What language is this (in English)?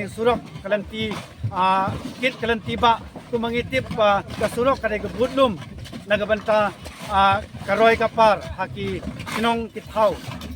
Khasi